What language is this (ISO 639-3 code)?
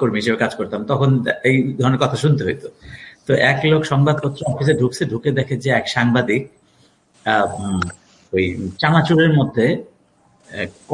ben